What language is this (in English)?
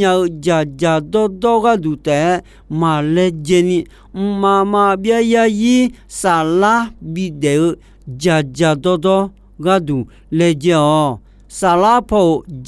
Akha